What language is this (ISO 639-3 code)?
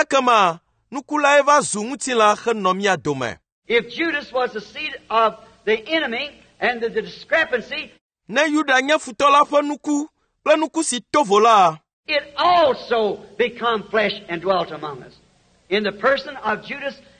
ewe